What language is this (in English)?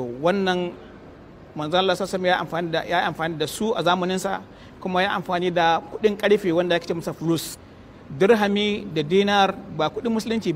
Hausa